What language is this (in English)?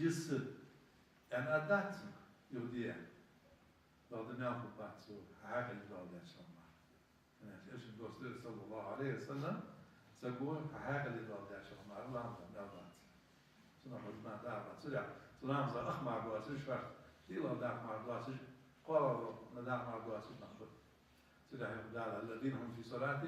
Ingush